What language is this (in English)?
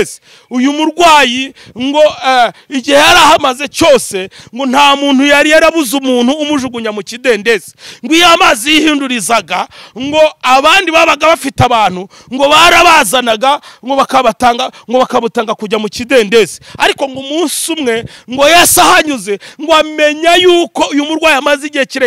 Kinyarwanda